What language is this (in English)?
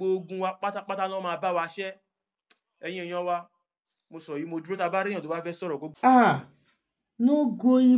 Yoruba